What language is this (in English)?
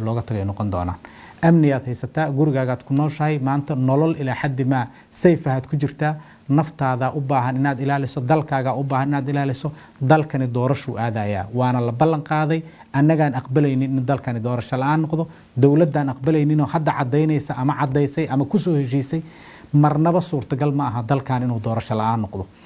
Somali